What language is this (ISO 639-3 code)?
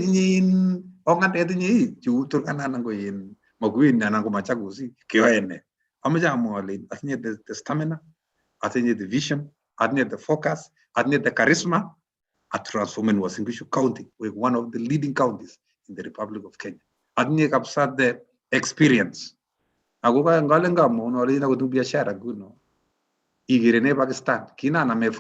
kln